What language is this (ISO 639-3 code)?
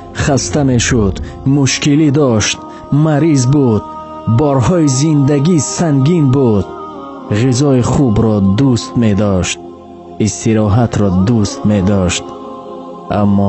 tgk